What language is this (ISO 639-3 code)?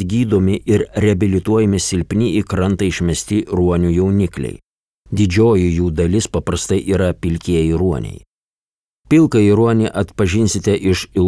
lit